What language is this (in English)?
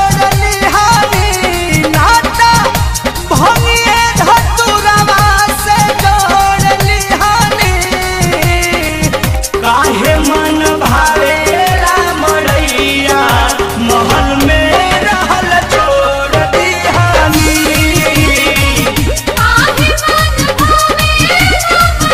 Bhojpuri